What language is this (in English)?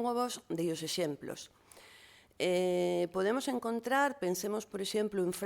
Asturian